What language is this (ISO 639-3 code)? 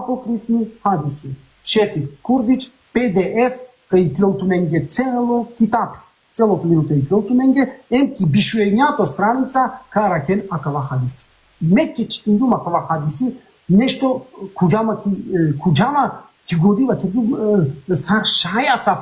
rmn